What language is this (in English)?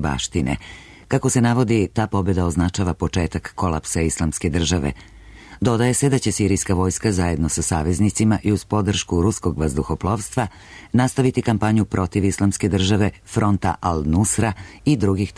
Serbian